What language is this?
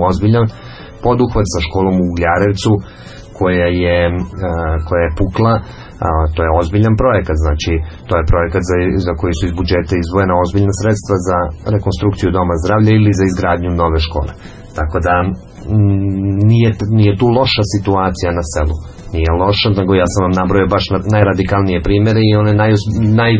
Serbian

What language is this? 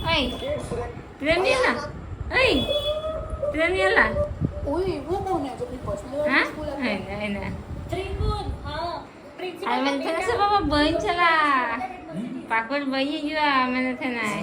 Santali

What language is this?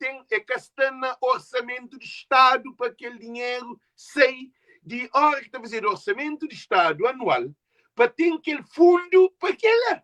Kabuverdianu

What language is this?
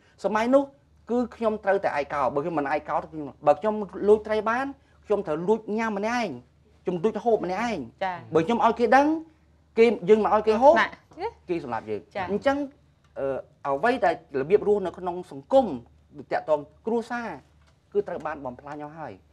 Khmer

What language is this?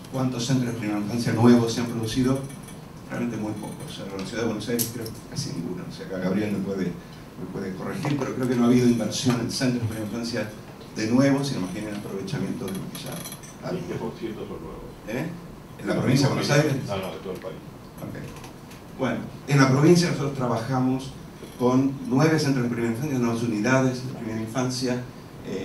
Spanish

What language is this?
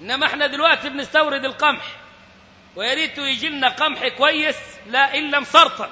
Egyptian Arabic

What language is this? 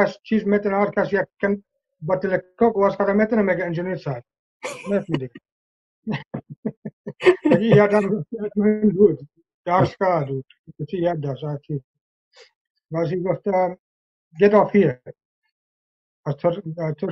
Persian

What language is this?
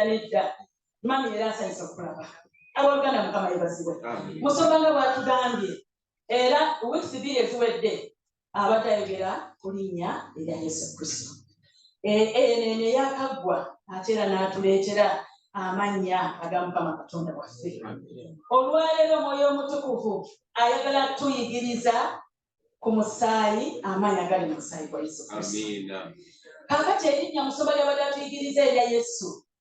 Ganda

